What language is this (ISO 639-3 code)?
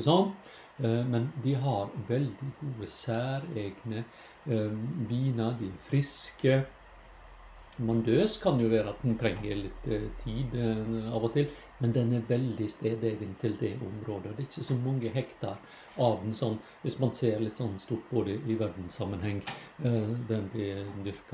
nor